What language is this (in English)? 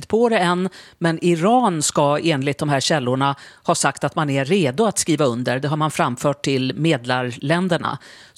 Swedish